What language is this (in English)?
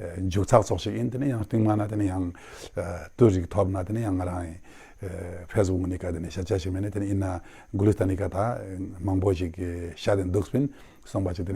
Ladakhi